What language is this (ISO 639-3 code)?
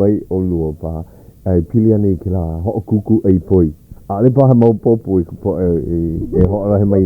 haw